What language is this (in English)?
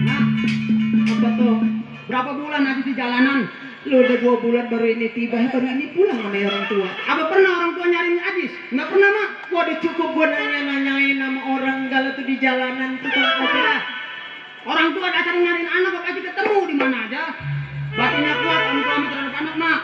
Betawi